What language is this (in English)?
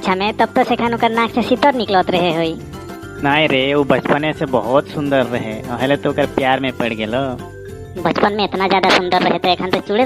Sadri